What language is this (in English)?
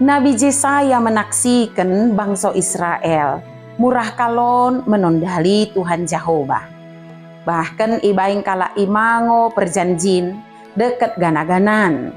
Batak Dairi